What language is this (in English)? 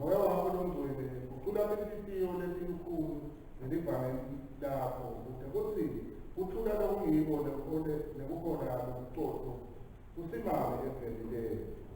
Swati